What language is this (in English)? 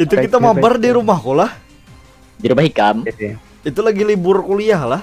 Banjar